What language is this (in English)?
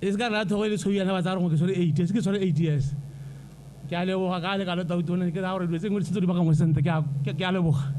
Tswana